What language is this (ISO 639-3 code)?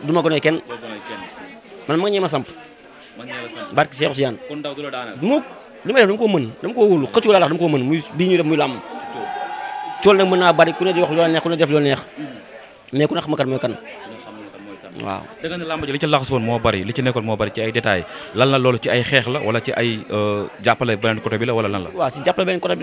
wol